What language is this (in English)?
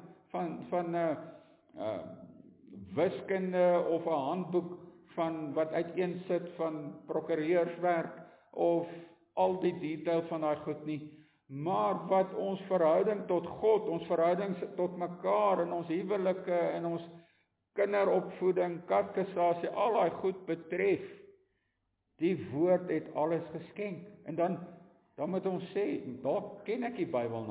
Afrikaans